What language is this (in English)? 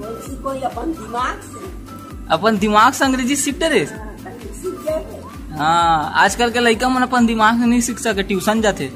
Chhattisgarhi